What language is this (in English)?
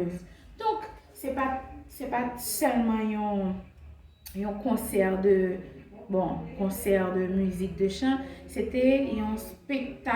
Haitian Creole